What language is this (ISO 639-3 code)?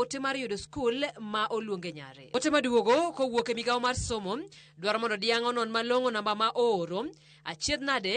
luo